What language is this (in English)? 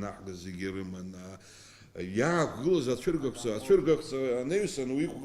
Abkhazian